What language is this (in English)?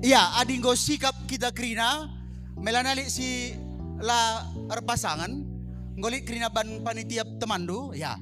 Batak Karo